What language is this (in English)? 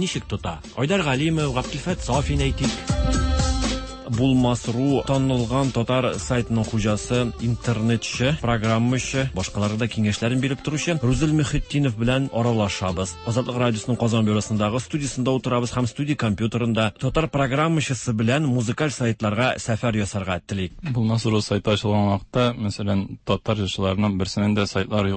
Tatar